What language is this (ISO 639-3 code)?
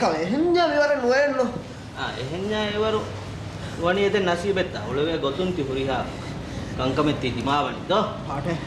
div